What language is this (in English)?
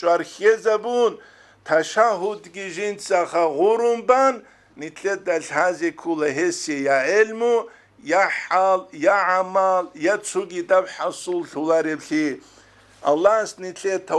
Avaric